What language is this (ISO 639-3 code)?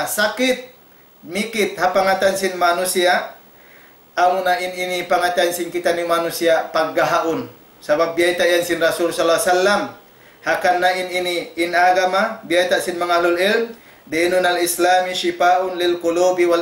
tsg